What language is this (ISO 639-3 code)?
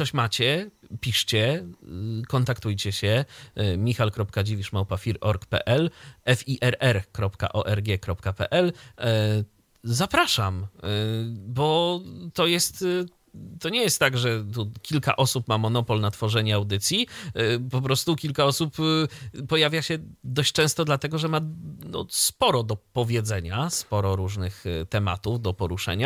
pol